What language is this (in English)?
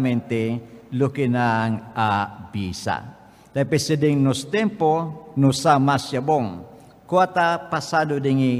Papiamento